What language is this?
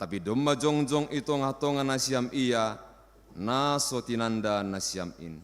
Batak Simalungun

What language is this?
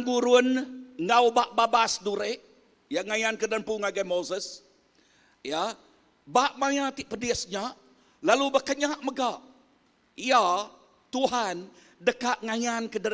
Iban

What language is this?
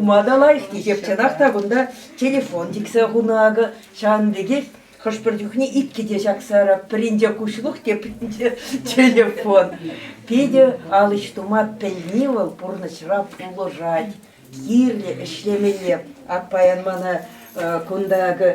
Chuvash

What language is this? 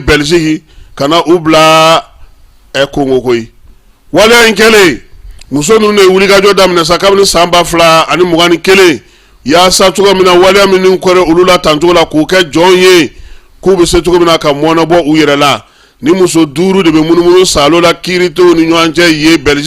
Bambara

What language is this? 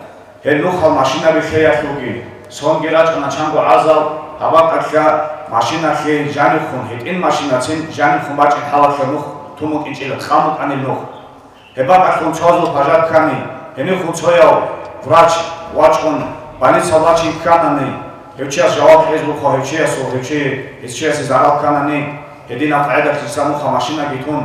Avaric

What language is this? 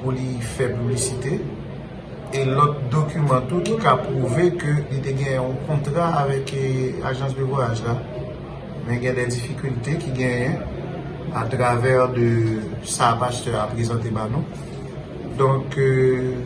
Haitian Creole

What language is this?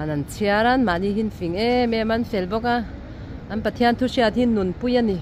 Mizo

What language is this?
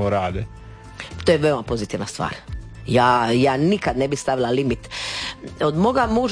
Croatian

